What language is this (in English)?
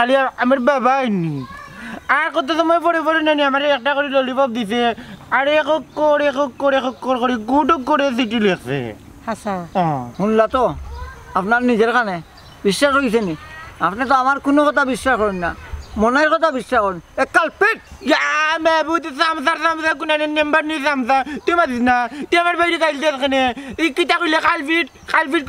Sylheti